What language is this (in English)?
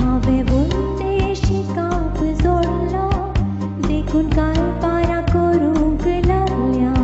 Konkani